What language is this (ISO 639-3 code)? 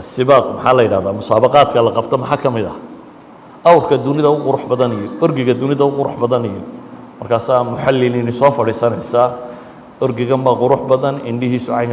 som